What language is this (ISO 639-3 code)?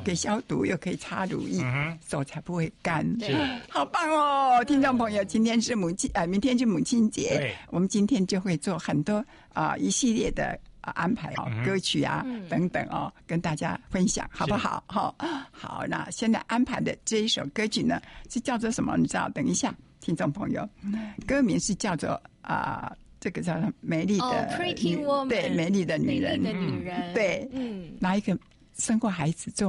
zho